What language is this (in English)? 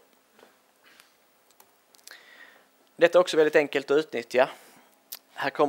Swedish